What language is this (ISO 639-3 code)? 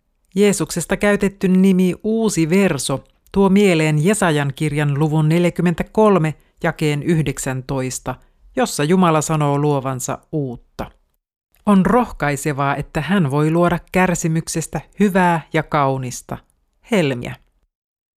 fin